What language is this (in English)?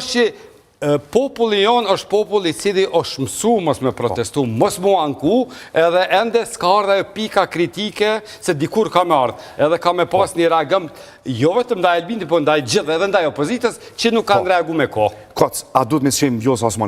Albanian